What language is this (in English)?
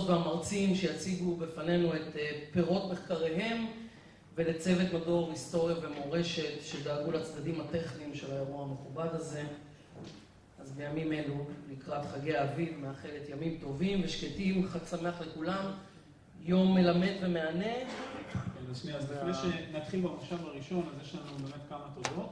Hebrew